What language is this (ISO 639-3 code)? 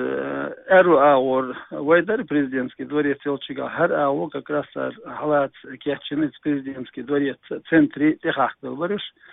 che